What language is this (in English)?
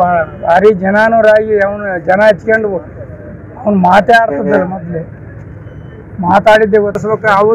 Kannada